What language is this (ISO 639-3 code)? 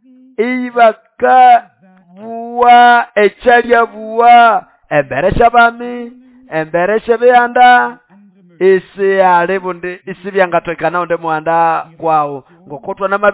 nnb